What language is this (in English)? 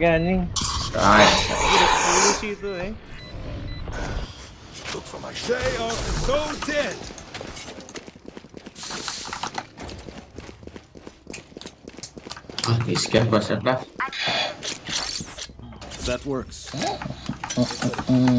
Indonesian